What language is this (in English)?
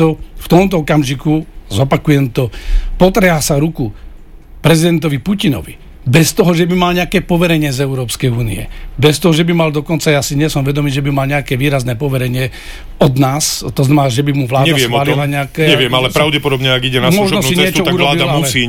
Slovak